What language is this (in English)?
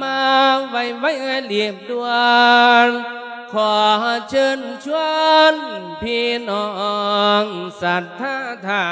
Lao